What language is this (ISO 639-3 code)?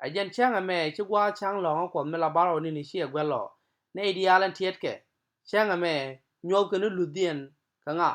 nus